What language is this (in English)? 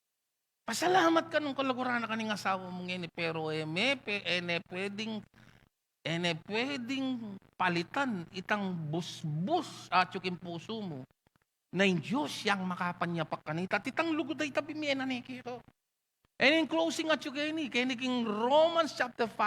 Pampanga